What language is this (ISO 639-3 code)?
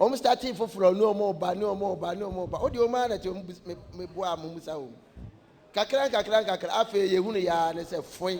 aka